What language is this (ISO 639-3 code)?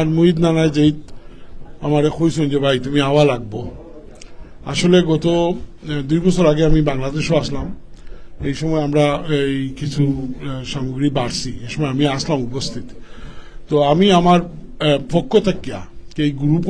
syl